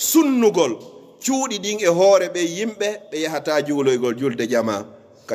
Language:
Pular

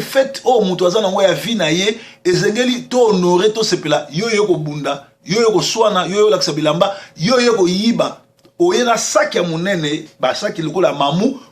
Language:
Lingala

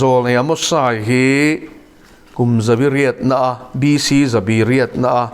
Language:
Mizo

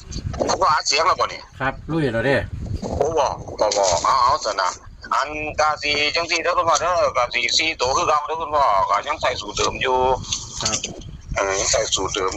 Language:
Northeastern Thai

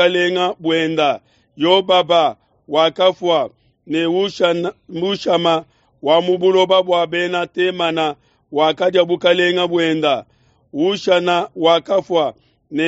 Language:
Luba-Lulua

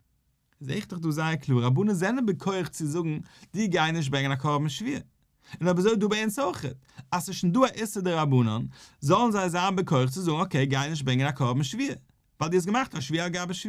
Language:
Yiddish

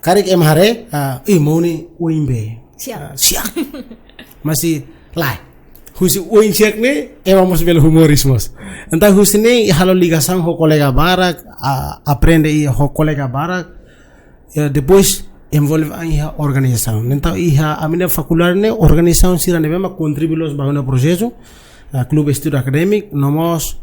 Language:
Tetum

